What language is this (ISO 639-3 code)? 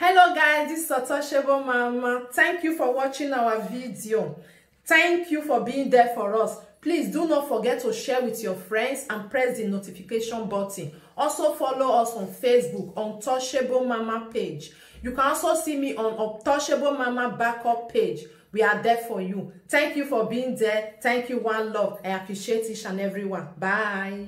pcm